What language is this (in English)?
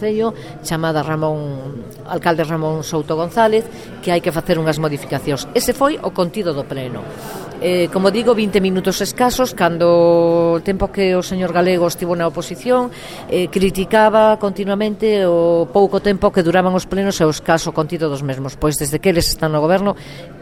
Galician